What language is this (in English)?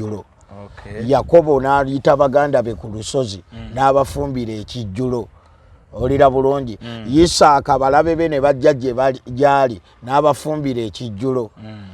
Ganda